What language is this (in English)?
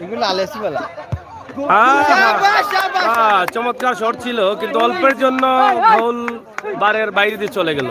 Sylheti